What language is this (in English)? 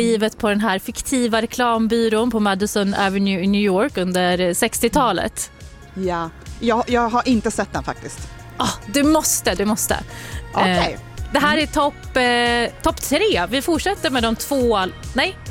Swedish